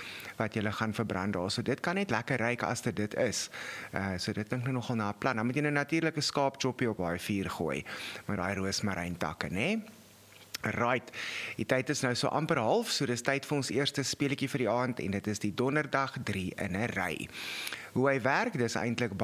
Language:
Afrikaans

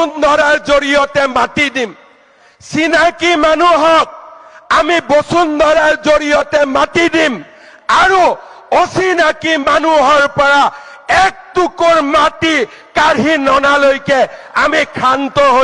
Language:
Assamese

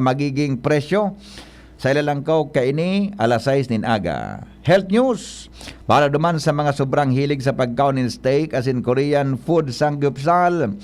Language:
Bikol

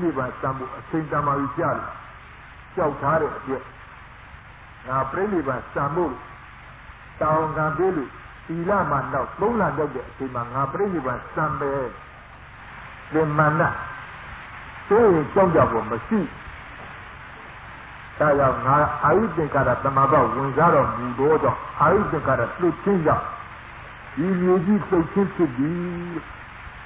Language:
Burmese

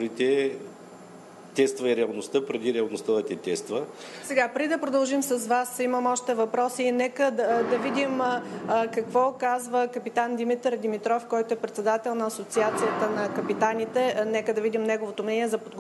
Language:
Bulgarian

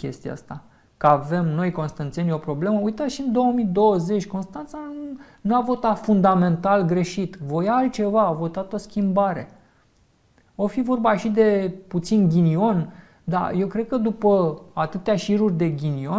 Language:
Romanian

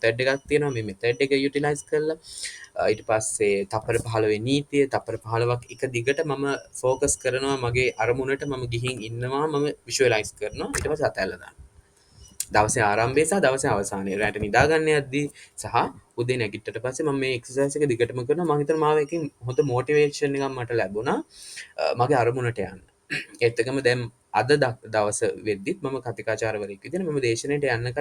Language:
Sinhala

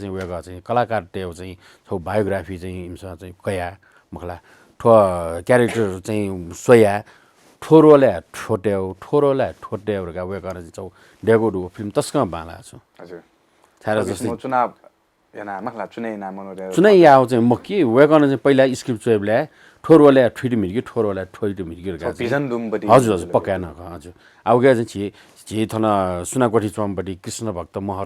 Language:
Newari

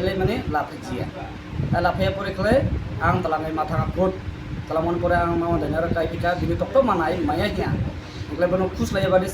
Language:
Kok Borok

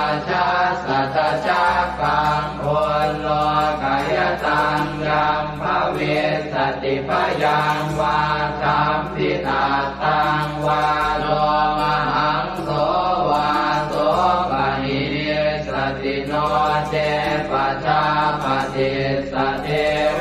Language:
Pali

